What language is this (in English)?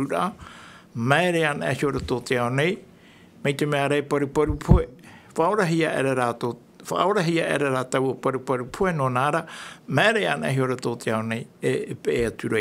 Tahitian